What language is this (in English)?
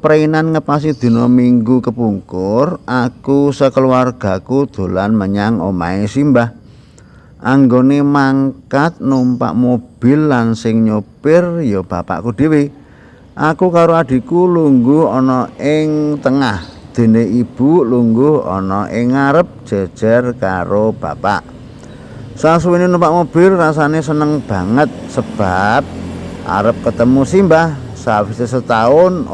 Javanese